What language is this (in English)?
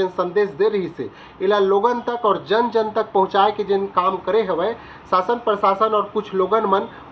Chhattisgarhi